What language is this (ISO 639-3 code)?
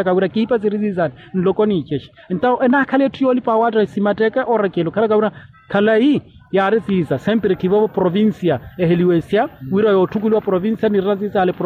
vmw